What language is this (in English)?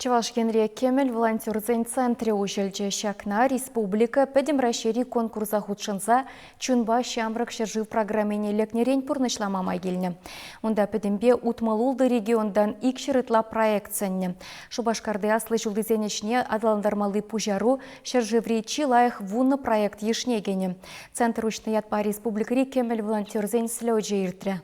Chuvash